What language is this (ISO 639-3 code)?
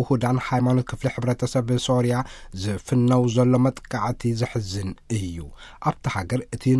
tir